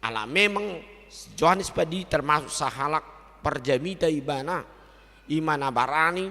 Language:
Batak Toba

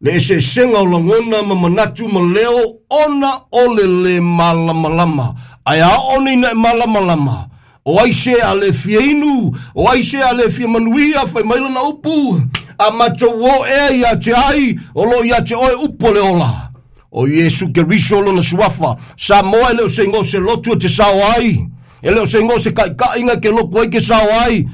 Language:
Samoan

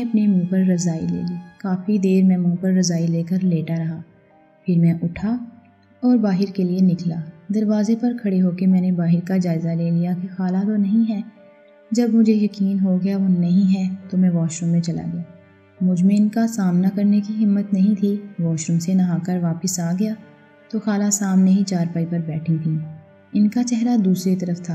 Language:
Urdu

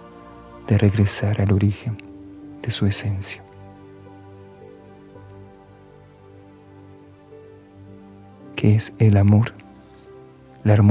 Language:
Spanish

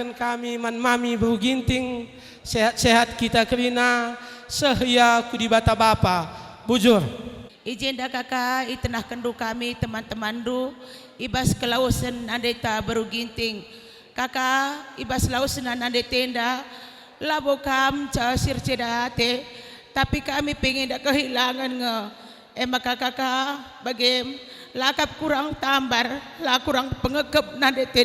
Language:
Batak Karo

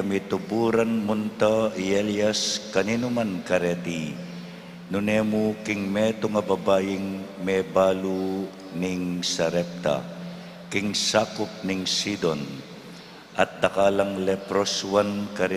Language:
Pampanga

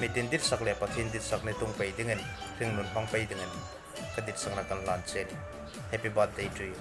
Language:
Hmar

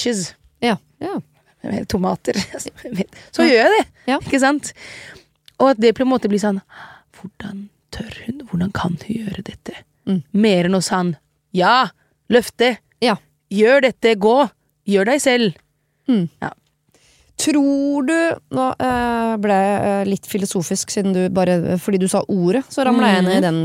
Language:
Norwegian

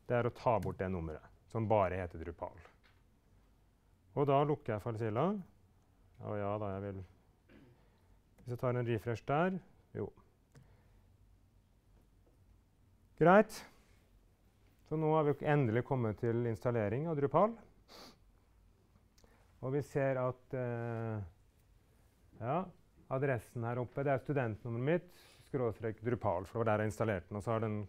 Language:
Norwegian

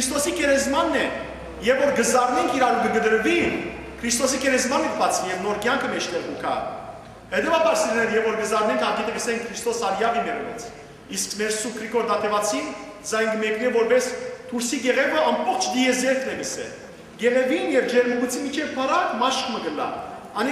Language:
Western Armenian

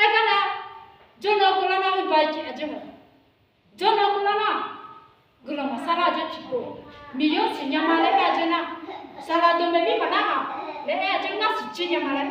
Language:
Akha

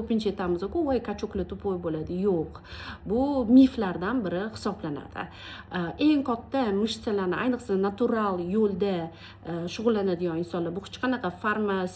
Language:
Uzbek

